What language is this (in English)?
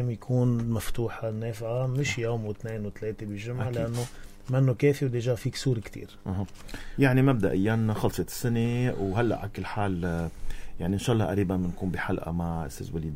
North Levantine Arabic